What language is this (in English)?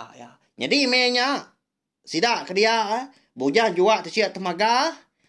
Iban